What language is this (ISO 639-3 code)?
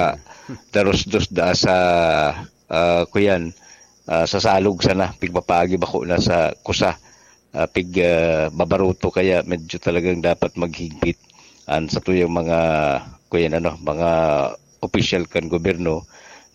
bik